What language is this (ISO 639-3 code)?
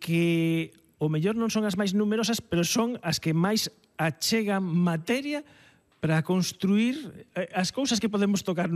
glg